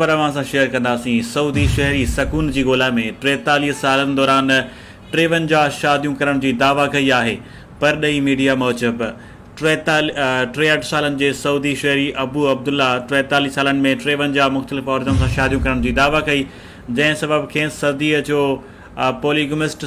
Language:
Sindhi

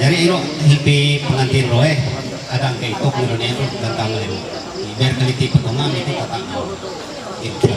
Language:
Ma'anyan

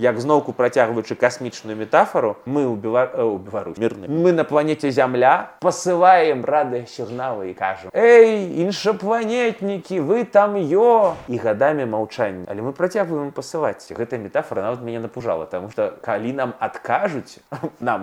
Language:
Belarusian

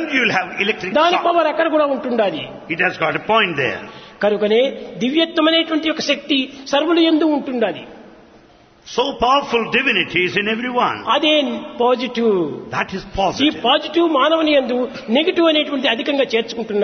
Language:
Telugu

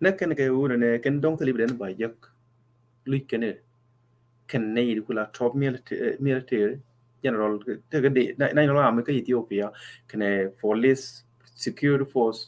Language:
Nuer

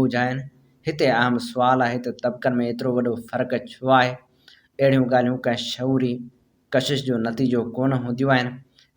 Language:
Sindhi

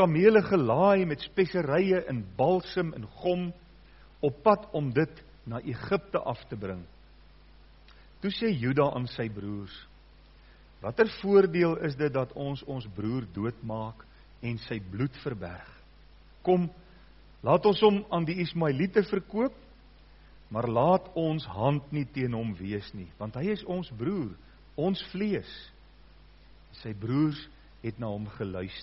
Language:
Afrikaans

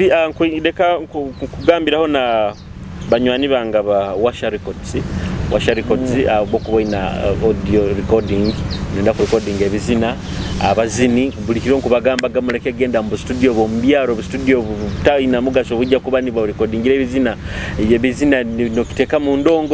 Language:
Nyoro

